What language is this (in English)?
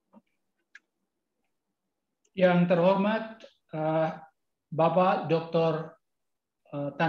Indonesian